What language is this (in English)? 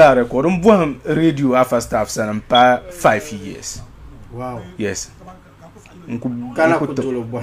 Dagbani